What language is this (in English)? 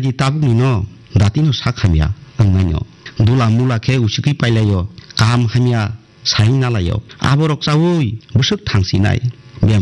Kok Borok